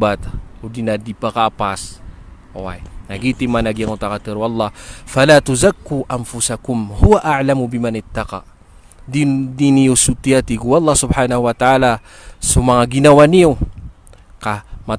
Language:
Maranao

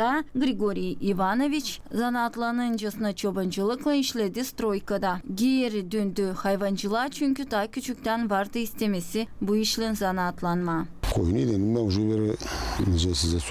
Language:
Gagauz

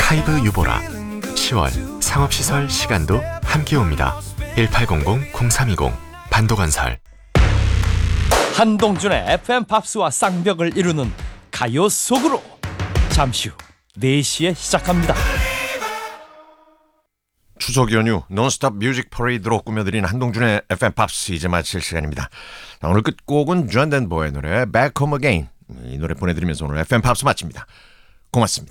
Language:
Korean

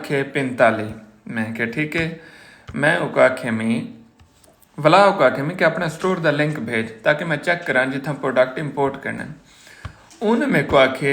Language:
Saraiki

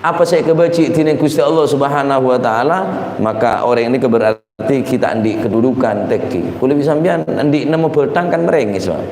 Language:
Madurese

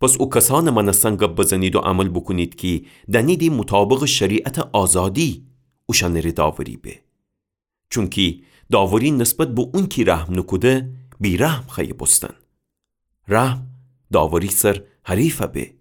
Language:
Gilaki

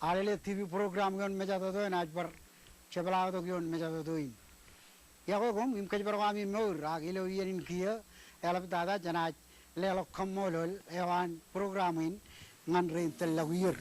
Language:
Marshallese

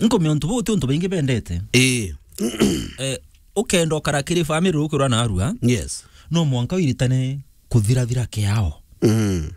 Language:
Meru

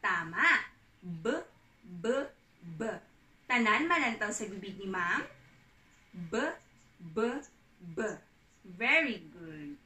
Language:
Hiligaynon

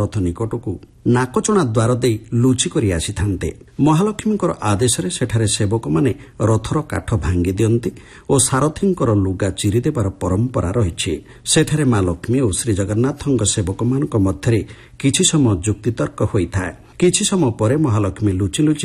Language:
Odia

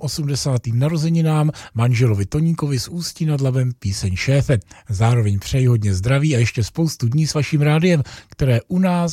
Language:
Czech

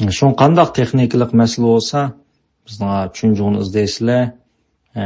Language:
Uyghur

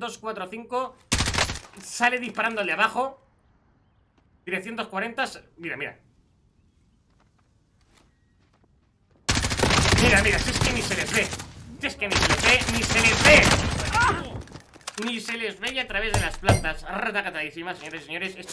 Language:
Spanish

